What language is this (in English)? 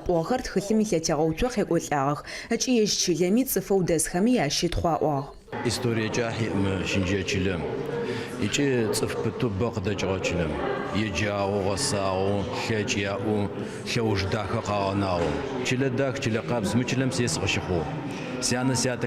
Adyghe